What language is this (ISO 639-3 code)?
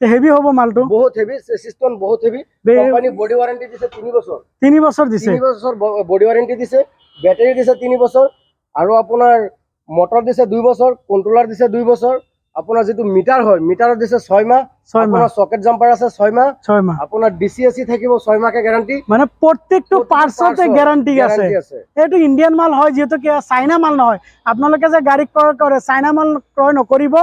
asm